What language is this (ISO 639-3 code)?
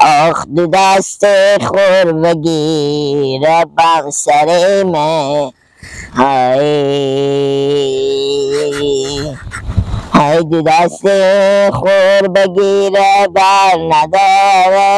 fas